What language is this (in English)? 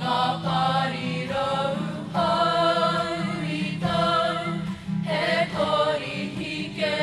Māori